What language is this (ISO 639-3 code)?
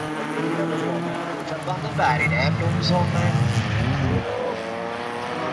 swe